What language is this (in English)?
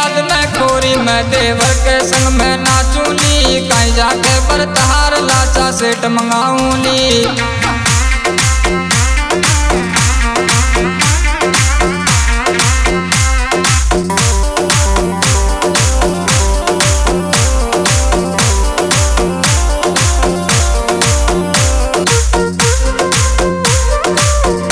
Bhojpuri